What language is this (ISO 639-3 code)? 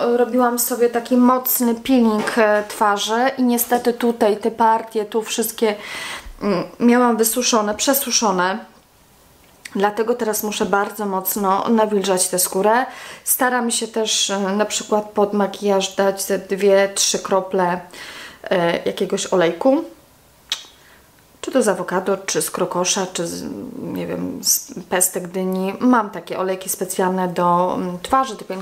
pol